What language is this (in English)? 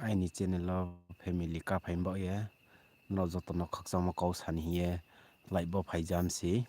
Riang (India)